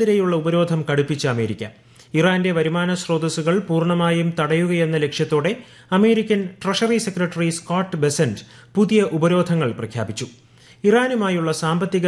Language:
Malayalam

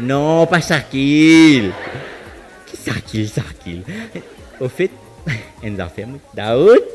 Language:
Morisyen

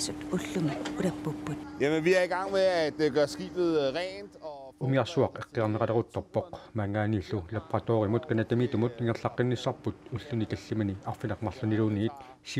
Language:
Kalaallisut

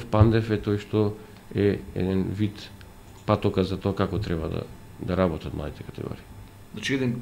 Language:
Macedonian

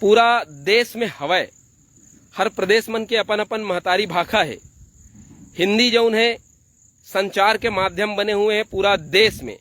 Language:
Chhattisgarhi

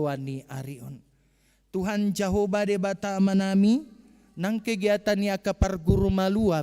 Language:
Batak Toba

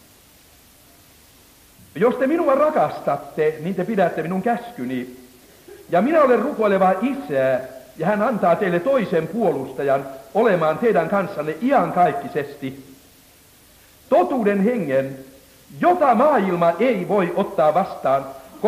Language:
Finnish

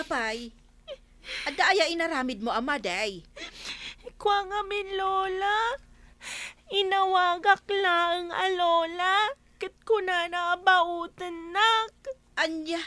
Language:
Iloko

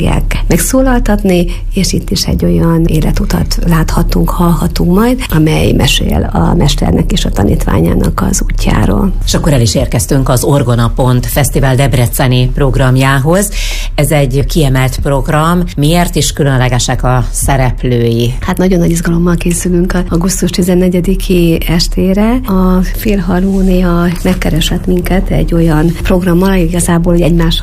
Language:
Hungarian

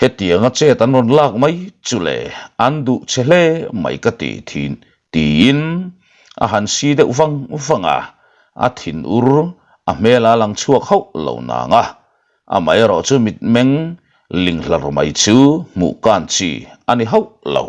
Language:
Mizo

